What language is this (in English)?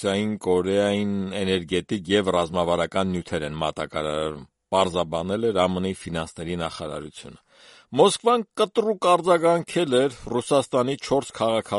Armenian